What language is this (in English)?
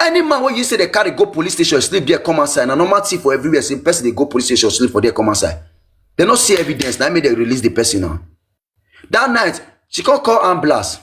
Nigerian Pidgin